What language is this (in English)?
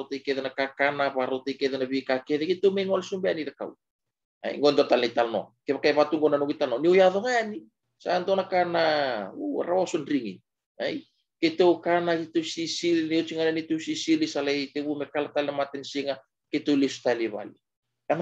Fijian